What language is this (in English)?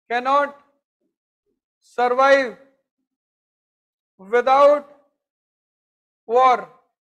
Hindi